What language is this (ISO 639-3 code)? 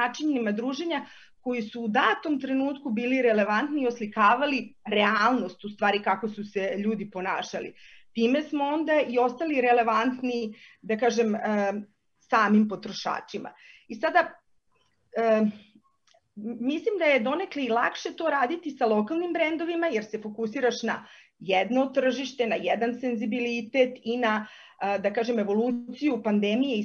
srp